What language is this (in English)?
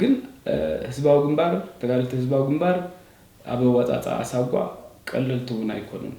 Tigrinya